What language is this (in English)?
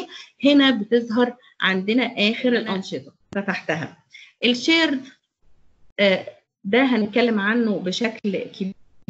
Egyptian Arabic